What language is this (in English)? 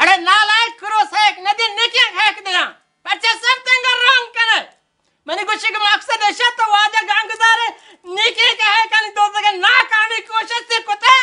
Baluchi